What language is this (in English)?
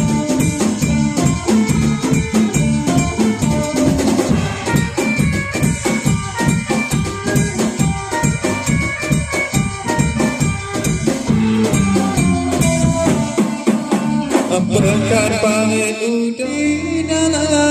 Malay